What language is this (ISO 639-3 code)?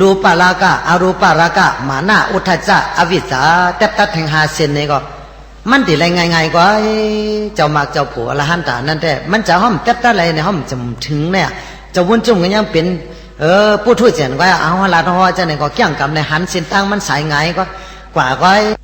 shn